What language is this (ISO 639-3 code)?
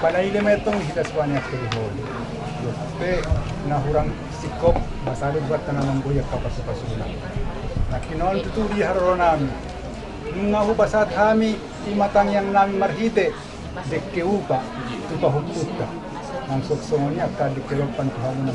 bbc